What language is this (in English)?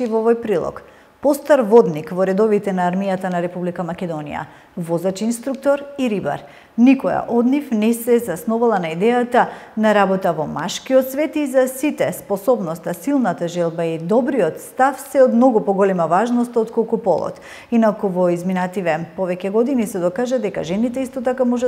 Macedonian